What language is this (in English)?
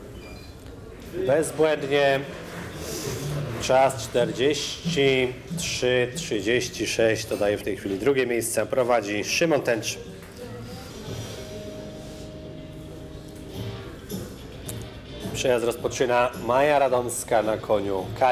Polish